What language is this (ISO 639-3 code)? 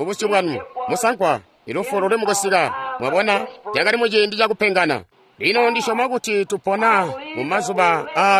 toi